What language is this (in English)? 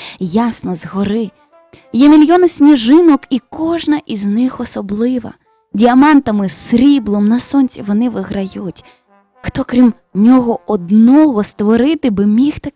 Ukrainian